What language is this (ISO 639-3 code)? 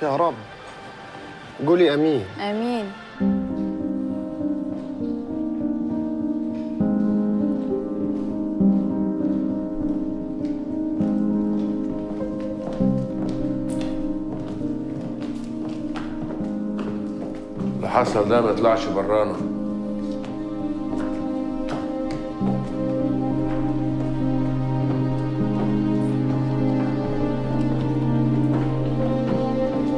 arz